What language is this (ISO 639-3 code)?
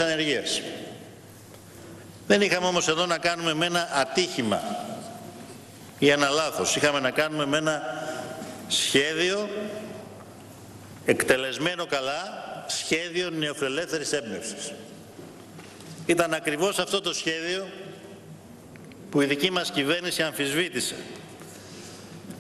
ell